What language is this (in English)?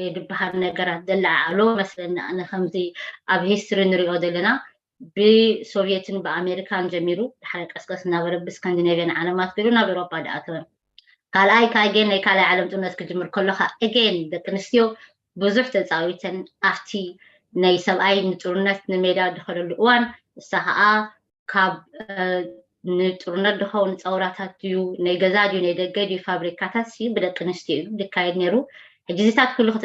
Tigrinya